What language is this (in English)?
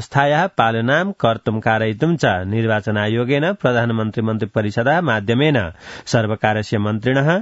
Sanskrit